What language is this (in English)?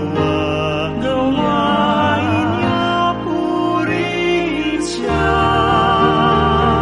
Filipino